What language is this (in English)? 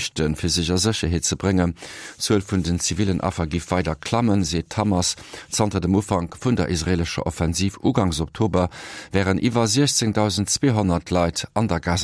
Luxembourgish